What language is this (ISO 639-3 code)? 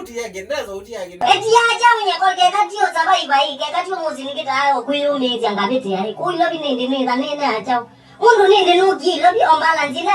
kam